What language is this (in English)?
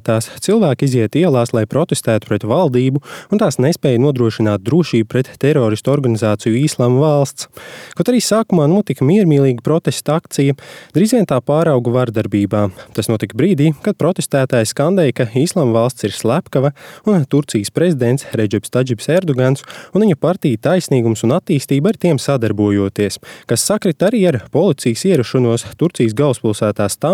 Latvian